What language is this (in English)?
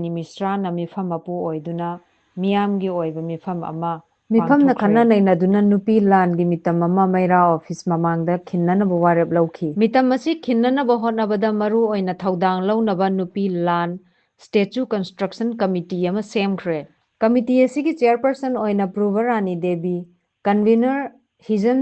Manipuri